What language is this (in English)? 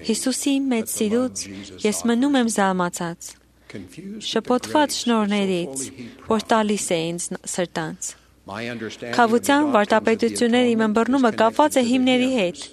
Armenian